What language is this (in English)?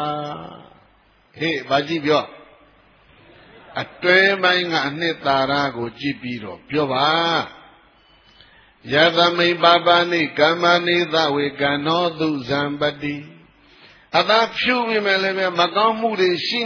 Burmese